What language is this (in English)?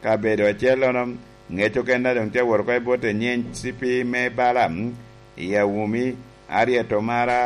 Lango (Uganda)